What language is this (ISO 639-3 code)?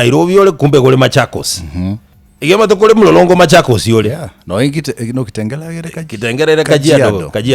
guz